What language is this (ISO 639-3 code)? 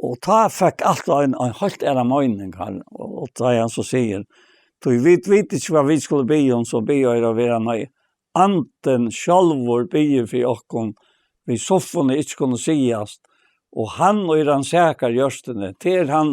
fao